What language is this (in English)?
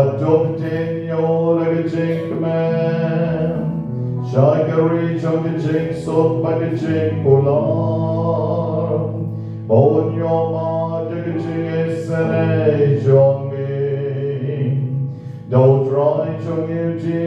Khasi